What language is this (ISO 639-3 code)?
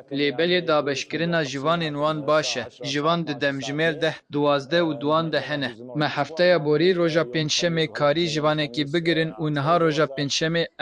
kur